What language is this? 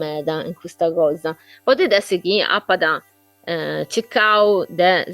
Sardinian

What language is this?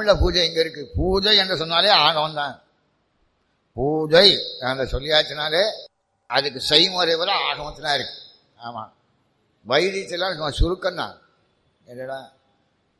Tamil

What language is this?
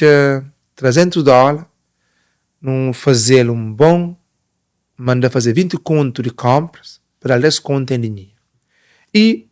Kabuverdianu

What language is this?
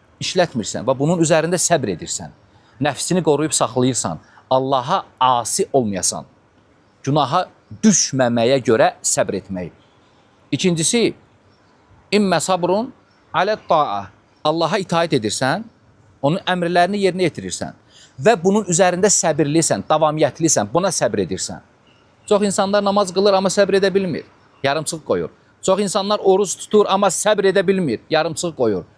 Azerbaijani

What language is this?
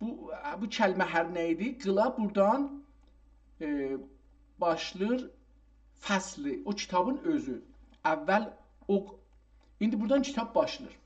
South Azerbaijani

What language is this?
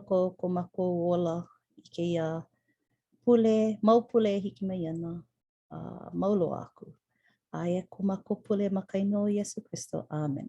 Hawaiian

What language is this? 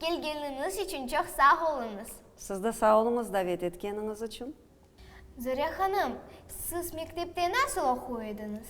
Crimean Tatar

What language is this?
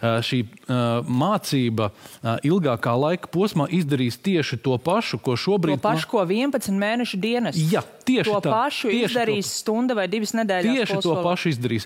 Latvian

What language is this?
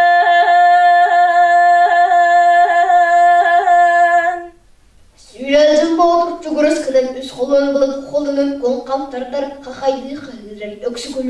Yakut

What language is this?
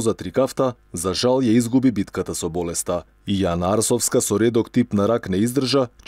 Macedonian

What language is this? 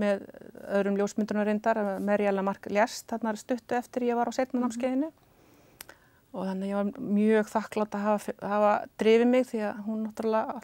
Icelandic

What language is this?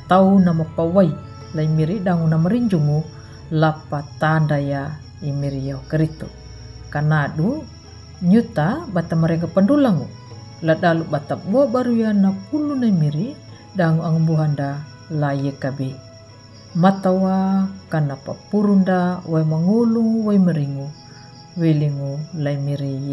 Kambera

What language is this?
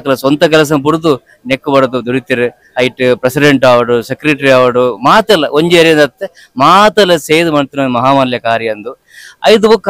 Tulu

